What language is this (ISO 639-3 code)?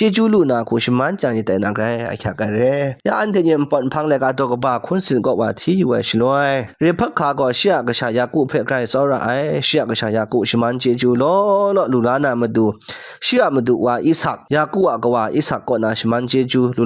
kac